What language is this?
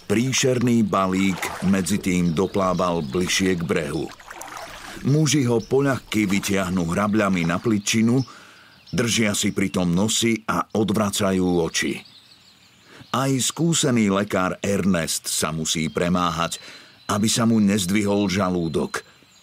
Slovak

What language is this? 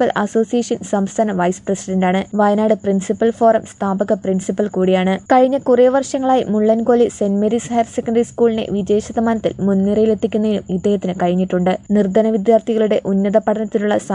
Malayalam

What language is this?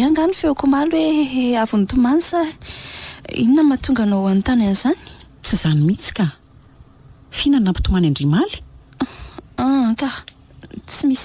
Malagasy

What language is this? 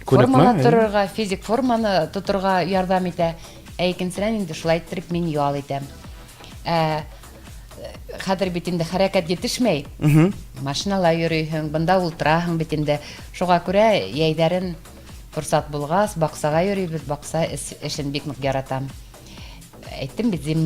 Bashkir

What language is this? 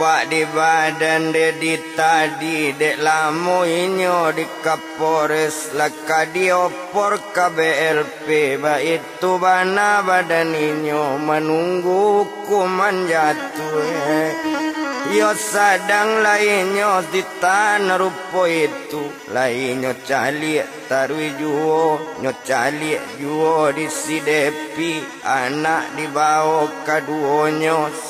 Minangkabau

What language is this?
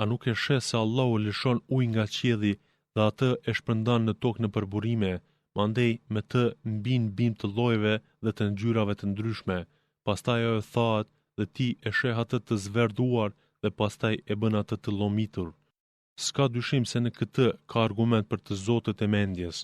Albanian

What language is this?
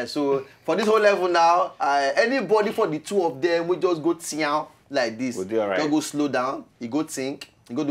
Nigerian Pidgin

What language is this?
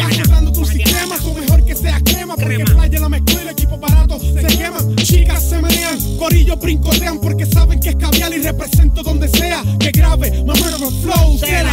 Spanish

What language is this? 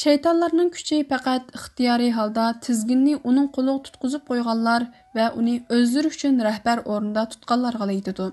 Uyghur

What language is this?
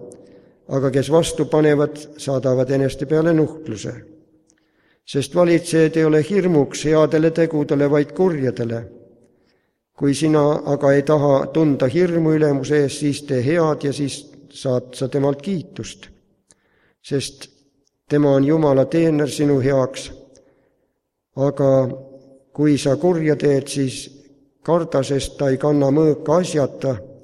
Estonian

